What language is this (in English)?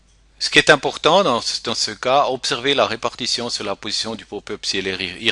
French